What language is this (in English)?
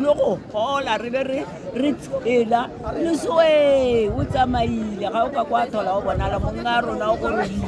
Tswana